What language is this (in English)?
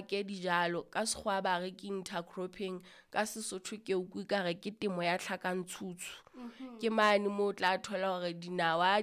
Southern Sotho